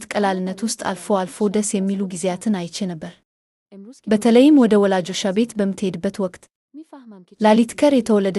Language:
Amharic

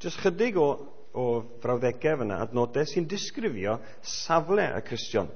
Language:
Welsh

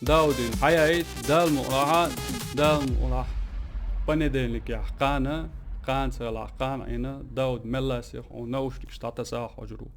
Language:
Chechen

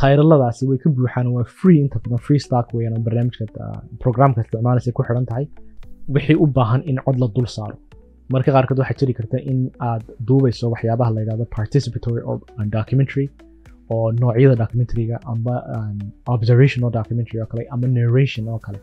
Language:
Somali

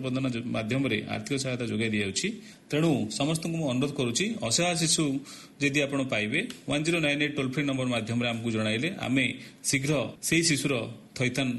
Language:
Odia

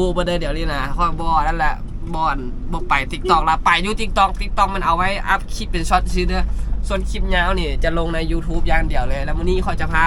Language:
Lao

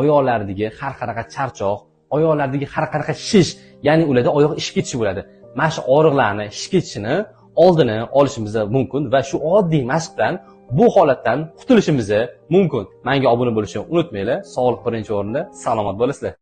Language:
Uzbek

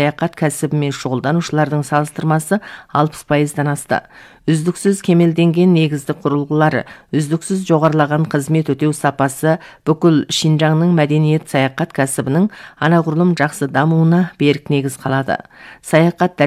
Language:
Kazakh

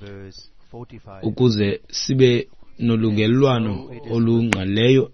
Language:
Xhosa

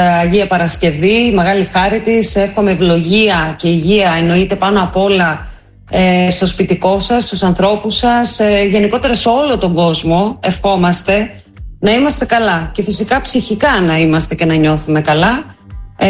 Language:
Greek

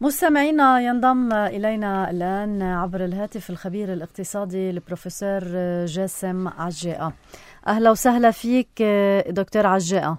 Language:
North Levantine Arabic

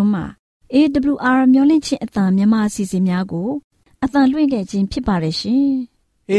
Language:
Burmese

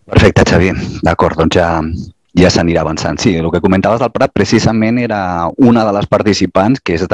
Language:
Catalan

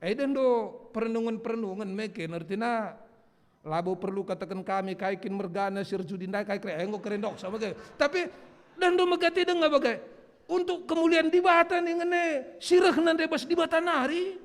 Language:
Batak Karo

